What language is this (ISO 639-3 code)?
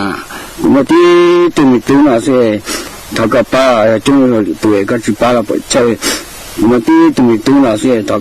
hmn